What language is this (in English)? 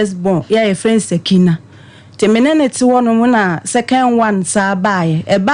Akan